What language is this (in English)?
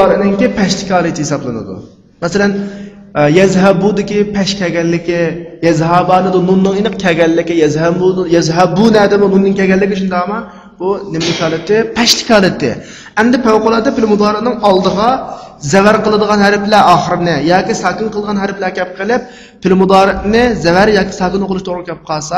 Uyghur